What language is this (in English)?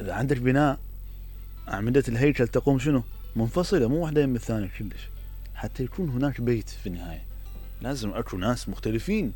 Mesopotamian Arabic